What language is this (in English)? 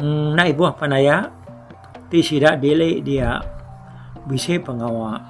Iban